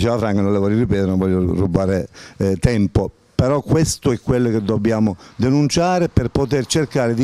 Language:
Italian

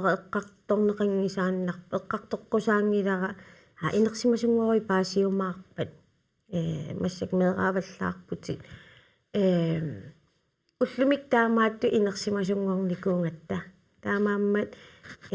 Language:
Kalaallisut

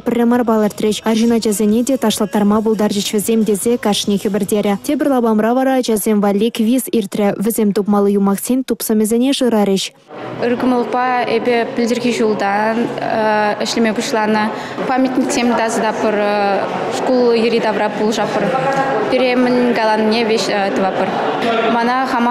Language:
Chuvash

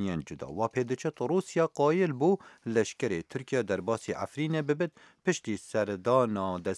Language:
Kurdish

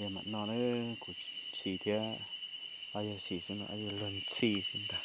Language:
Hmong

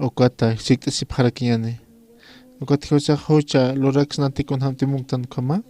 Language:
Aymara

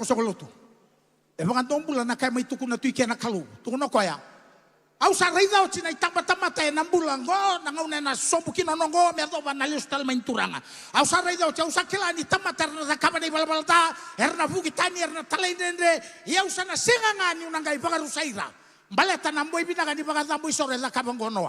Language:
Fijian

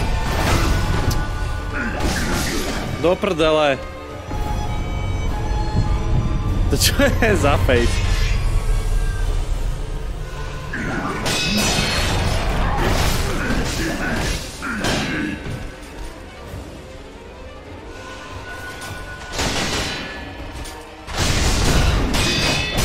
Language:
Slovak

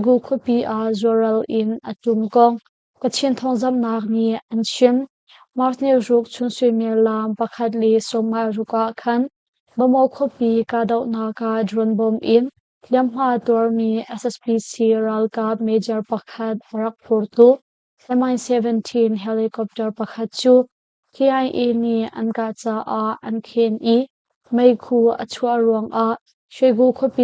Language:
Hakha Chin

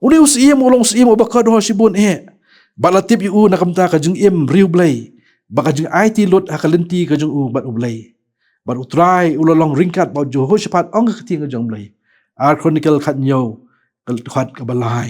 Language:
Khasi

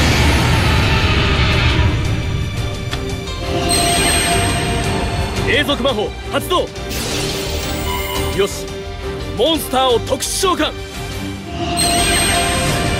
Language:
Japanese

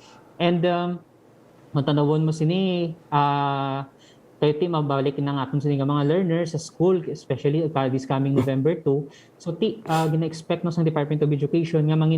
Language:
Hiligaynon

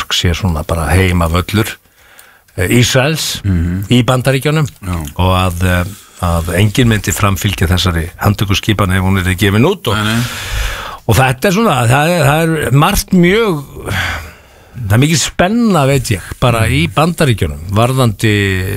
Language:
Icelandic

